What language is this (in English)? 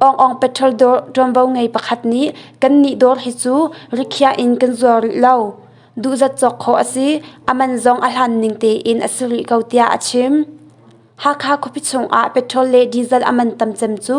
Hakha Chin